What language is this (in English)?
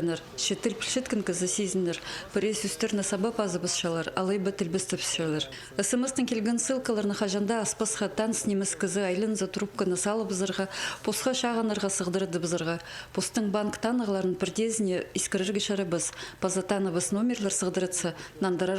Khakas